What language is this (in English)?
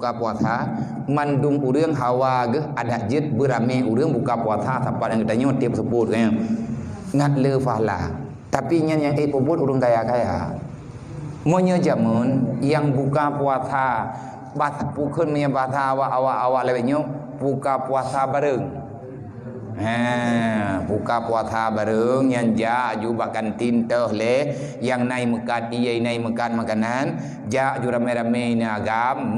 Achinese